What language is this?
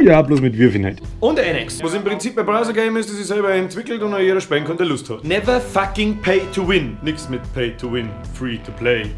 Bavarian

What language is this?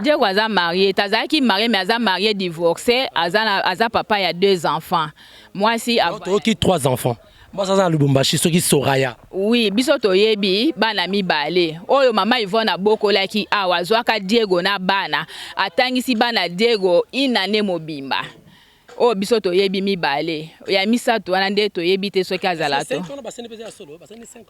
Lingala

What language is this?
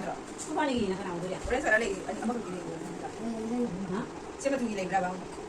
Manipuri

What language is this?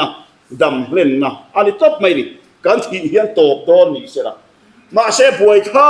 Mizo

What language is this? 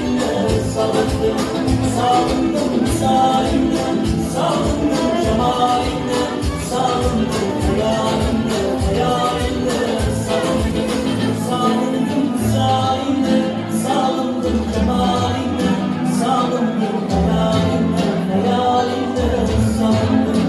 Turkmen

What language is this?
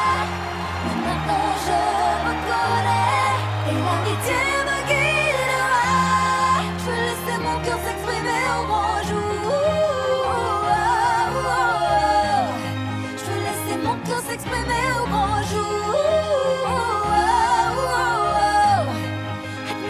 French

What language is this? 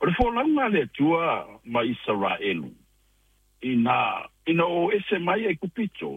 Samoan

